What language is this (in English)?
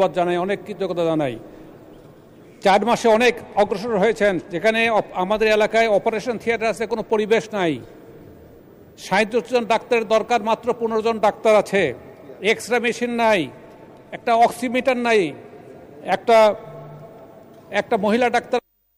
Bangla